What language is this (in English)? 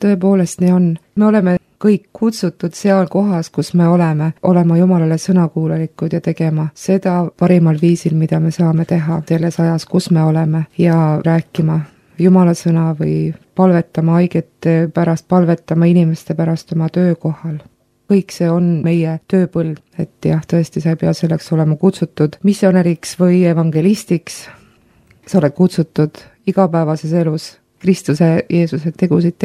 Estonian